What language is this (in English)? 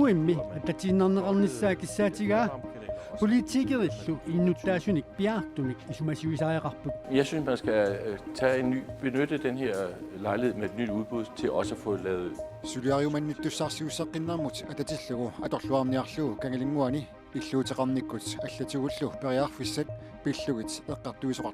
Kalaallisut